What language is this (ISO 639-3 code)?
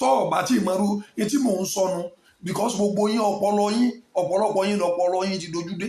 yor